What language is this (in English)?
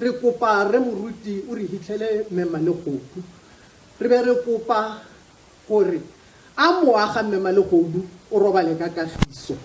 Tswana